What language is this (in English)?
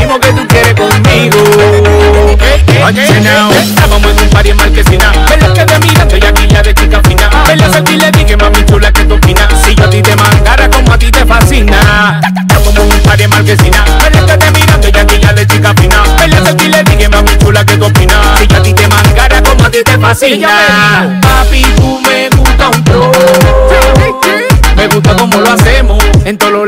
Spanish